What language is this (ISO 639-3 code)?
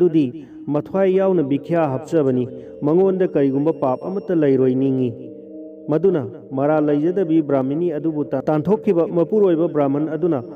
mni